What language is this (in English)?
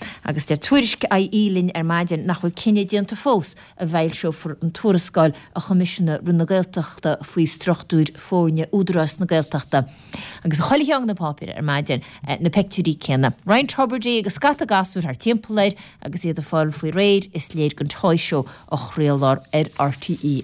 Irish